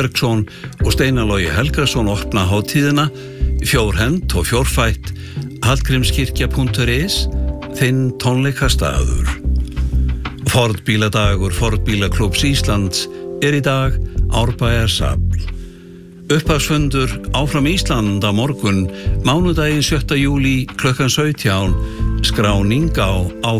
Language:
Icelandic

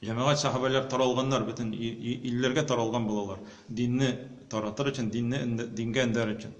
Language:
Tatar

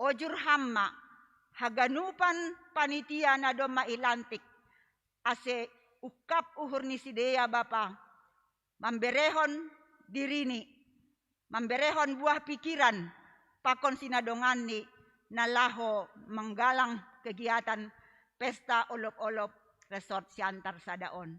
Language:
Batak Simalungun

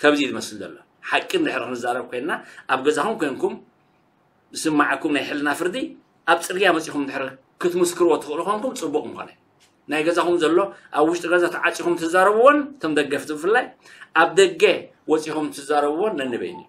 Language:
Tigrinya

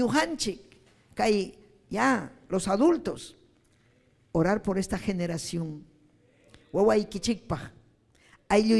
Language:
Ayacucho Quechua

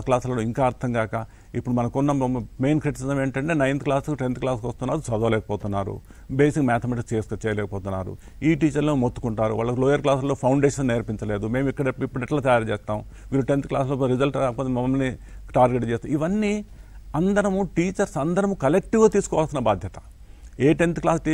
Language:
Telugu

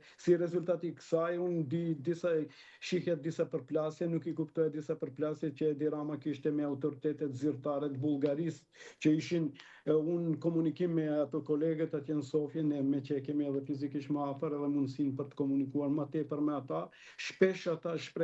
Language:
Albanian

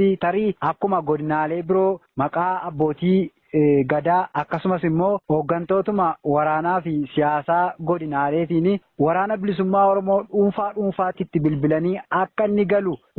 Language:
Oromo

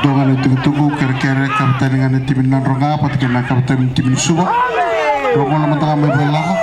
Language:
Fijian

